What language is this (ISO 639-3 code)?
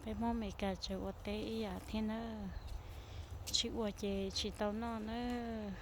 hmn